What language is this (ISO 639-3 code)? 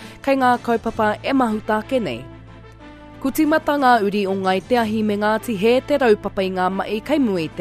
mri